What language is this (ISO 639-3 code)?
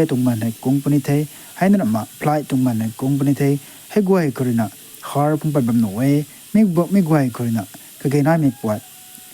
nbu